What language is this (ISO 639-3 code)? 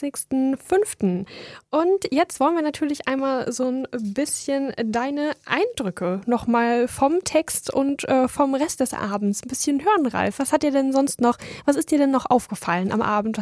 deu